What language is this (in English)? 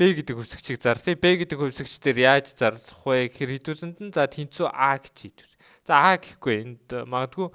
Mongolian